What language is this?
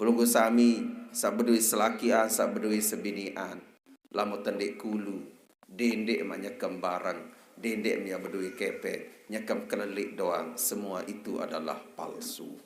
Sasak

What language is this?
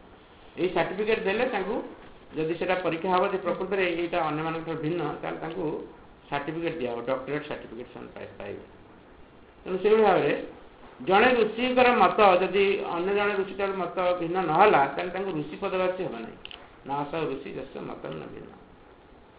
Odia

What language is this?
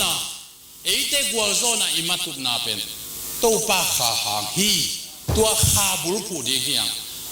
Tedim Chin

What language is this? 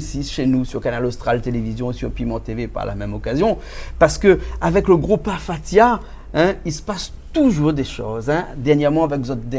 Réunion Creole French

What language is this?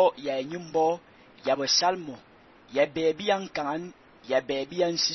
Fang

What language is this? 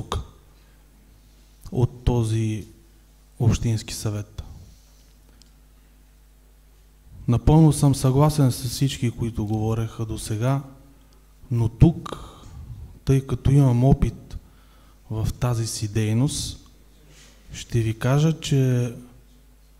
Bulgarian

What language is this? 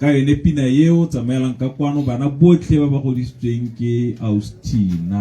Tswana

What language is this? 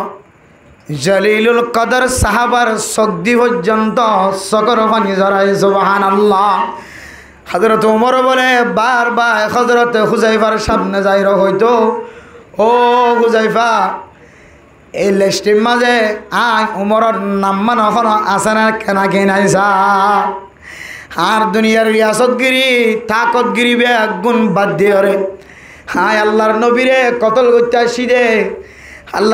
Rohingya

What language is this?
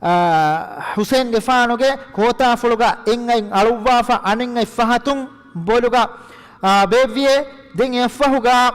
Divehi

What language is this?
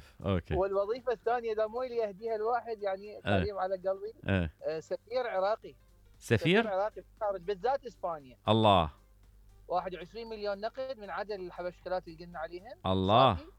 Mesopotamian Arabic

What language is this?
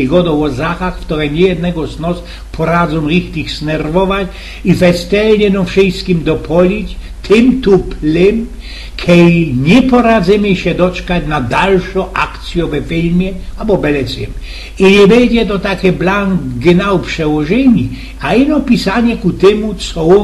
Silesian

